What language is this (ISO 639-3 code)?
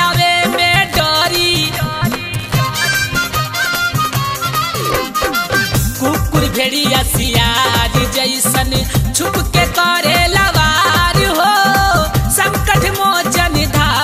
bho